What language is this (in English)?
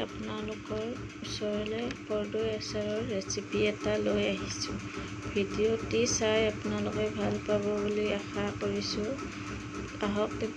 Assamese